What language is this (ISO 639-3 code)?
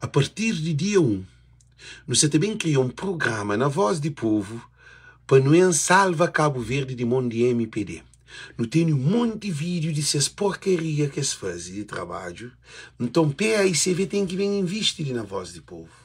kea